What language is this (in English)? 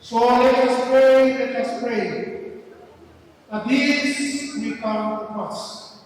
Kamba